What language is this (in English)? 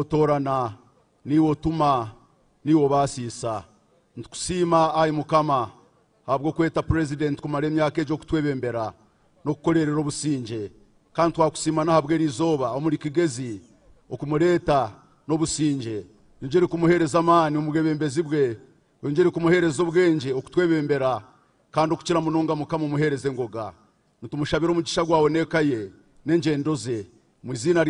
Nyankole